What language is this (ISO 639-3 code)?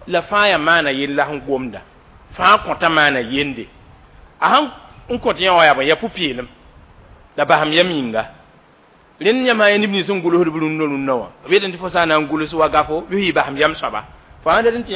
mos